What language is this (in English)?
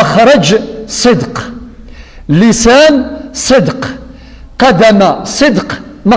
Kabyle